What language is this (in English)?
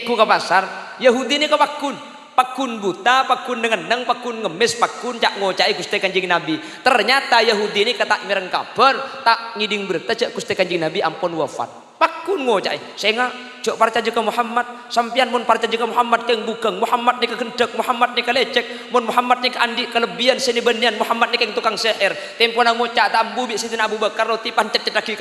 Madurese